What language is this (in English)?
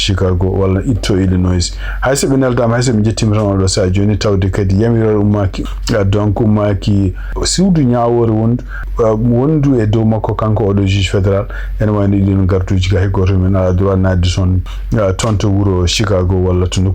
Fula